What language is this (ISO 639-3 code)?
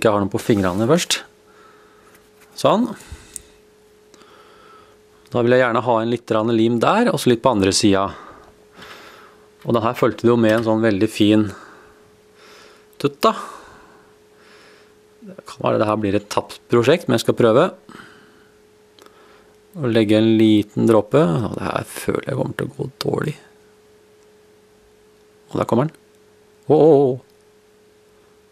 nor